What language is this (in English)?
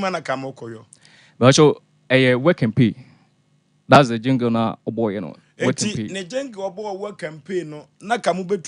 Akan